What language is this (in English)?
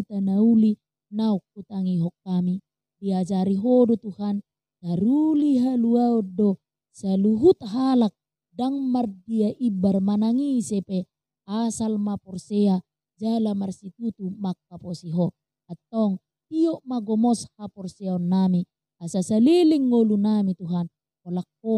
Batak Toba